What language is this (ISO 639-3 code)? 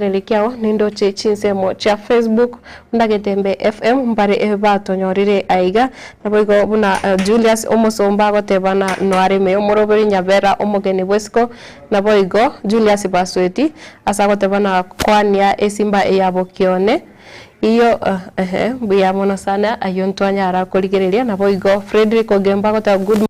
guz